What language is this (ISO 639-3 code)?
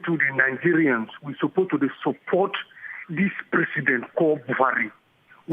pcm